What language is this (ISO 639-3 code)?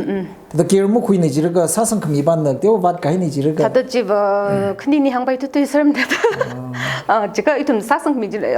nmf